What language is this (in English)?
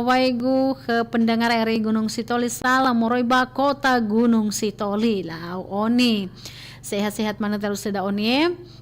Nias